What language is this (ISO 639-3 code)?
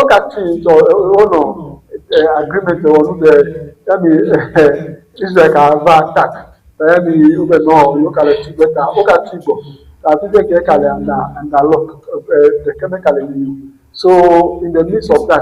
ewe